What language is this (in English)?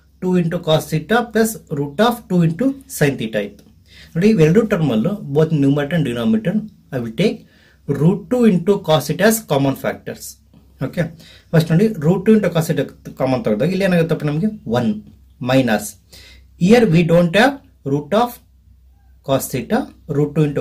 Kannada